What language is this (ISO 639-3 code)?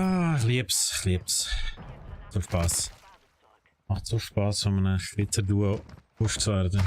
gsw